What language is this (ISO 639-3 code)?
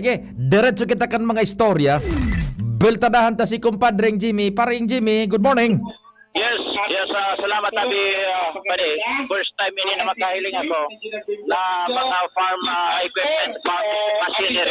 bik